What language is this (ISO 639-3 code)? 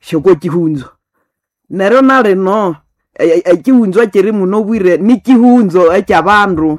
nnb